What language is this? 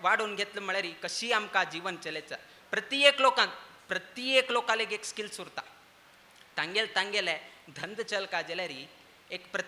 Konkani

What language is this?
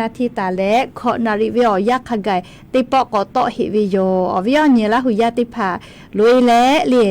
Lahu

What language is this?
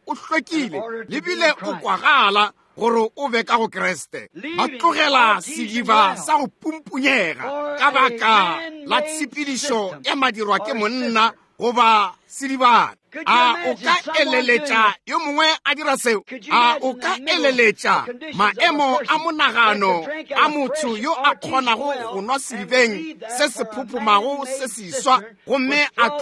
Northern Sotho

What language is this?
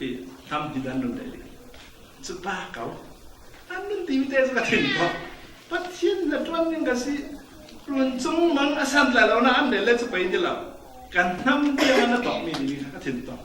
Falam Chin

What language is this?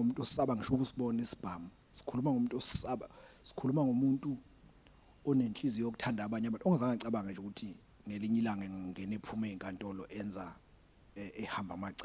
Zulu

